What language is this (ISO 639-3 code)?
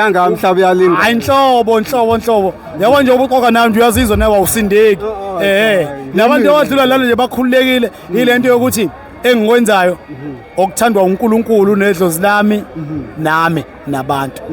zul